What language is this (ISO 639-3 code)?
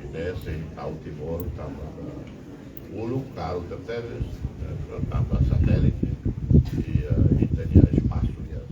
tet